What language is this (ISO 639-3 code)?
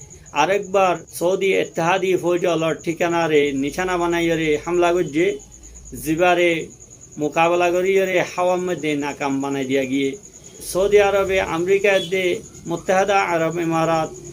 rhg